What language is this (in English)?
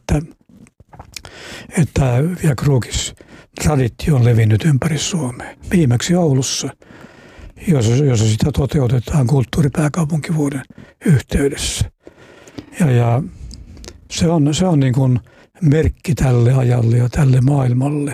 Finnish